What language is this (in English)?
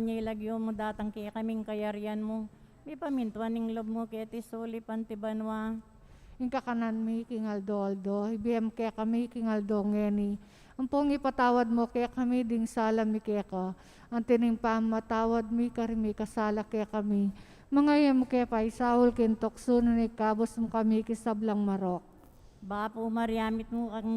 Pampanga